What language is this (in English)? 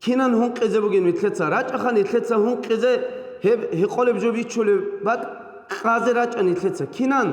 Avaric